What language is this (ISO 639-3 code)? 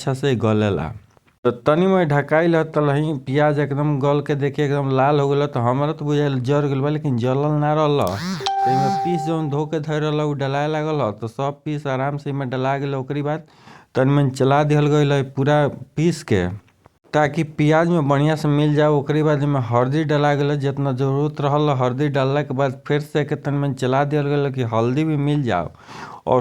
bho